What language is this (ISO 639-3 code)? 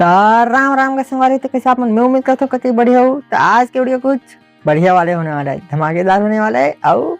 hne